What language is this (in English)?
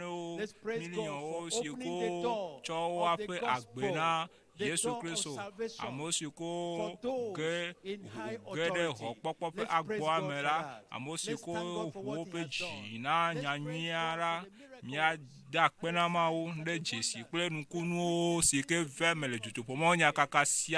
Ewe